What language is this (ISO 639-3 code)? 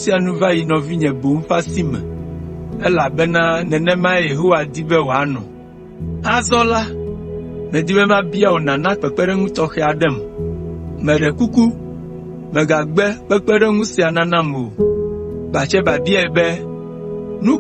ewe